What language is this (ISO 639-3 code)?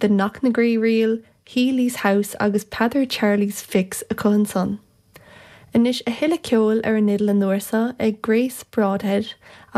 gle